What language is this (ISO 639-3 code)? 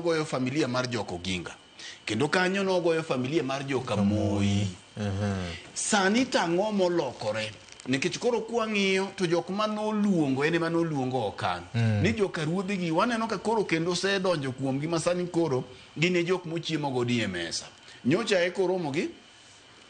luo